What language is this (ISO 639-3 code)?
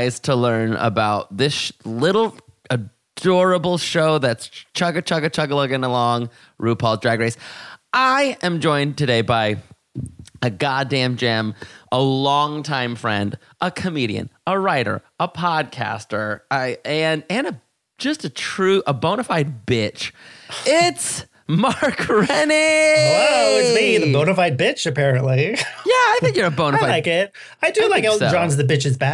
eng